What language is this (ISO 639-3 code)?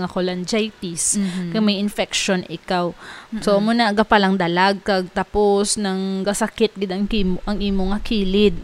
hil